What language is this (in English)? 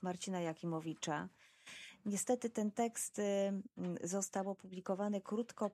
Polish